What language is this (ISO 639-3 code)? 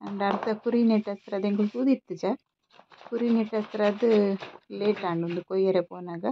tcy